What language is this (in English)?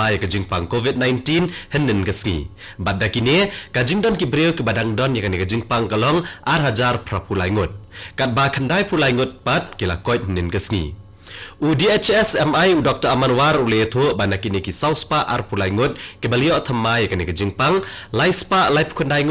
Khasi